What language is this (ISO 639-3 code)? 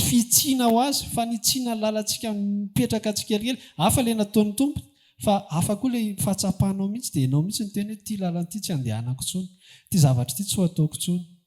mlg